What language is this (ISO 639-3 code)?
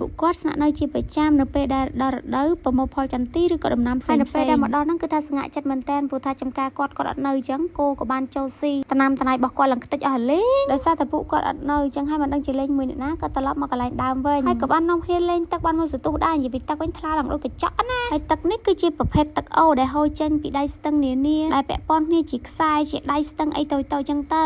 khm